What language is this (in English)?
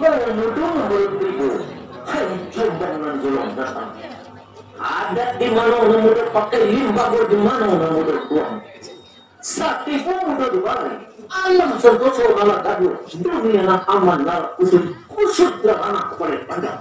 Minangkabau